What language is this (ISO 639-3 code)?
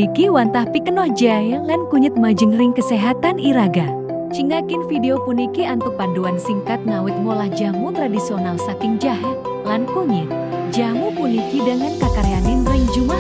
ban